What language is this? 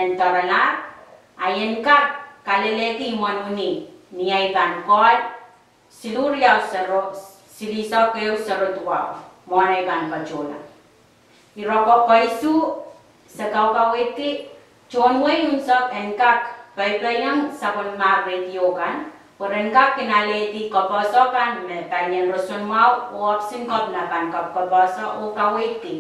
Pohnpeian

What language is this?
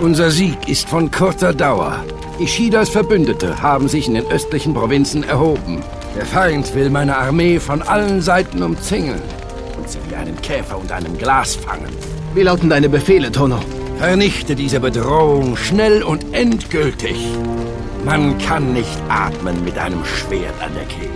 Bavarian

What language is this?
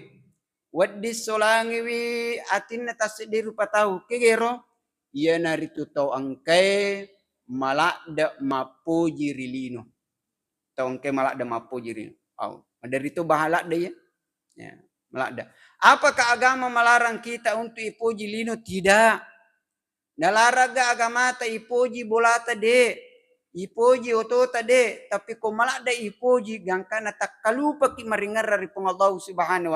Buginese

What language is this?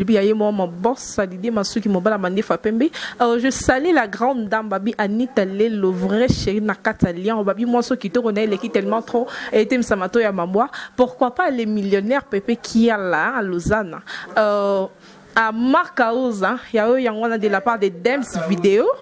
Lingala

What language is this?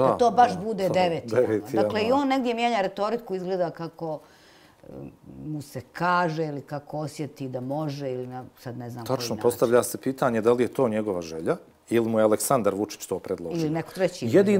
Bosnian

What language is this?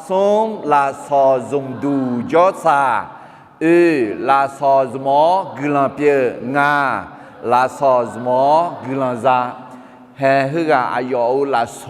Akha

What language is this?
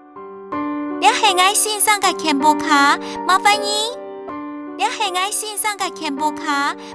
Hakka Chinese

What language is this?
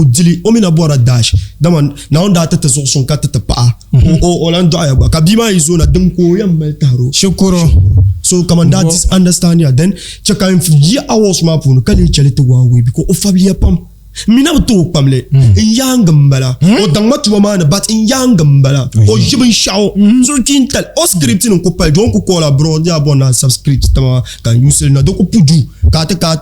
Dagbani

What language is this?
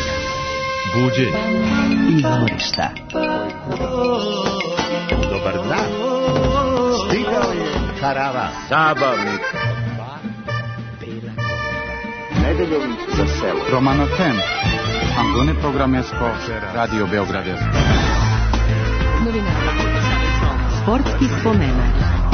Serbian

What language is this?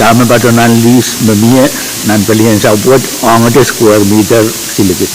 Pohnpeian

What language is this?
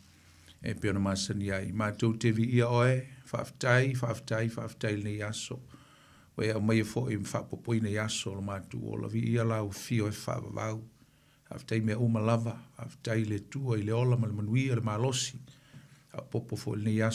Samoan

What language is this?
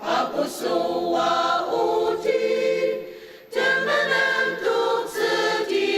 Ao Naga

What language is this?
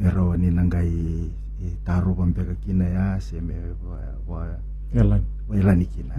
Fijian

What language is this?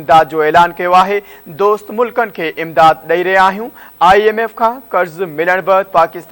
Sindhi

